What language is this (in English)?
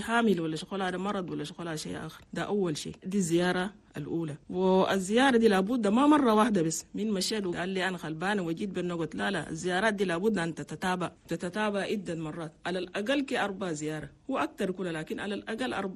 Chadian Arabic